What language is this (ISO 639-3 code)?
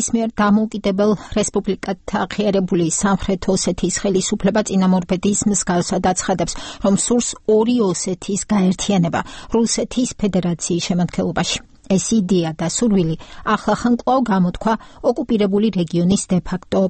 kat